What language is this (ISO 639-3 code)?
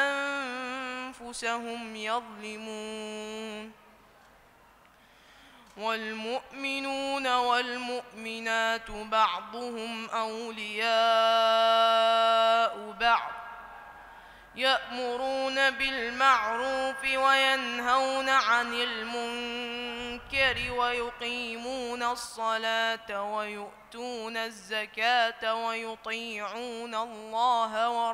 ara